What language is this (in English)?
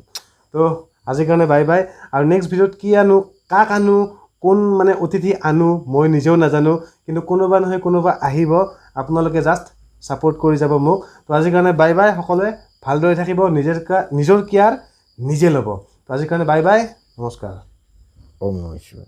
Assamese